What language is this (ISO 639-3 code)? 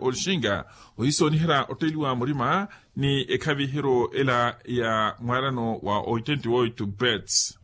vmw